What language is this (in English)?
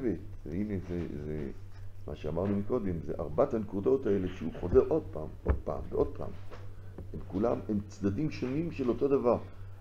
Hebrew